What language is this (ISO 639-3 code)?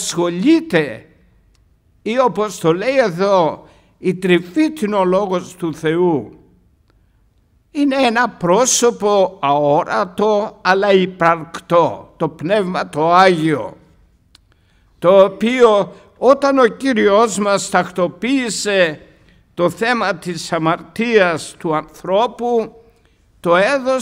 ell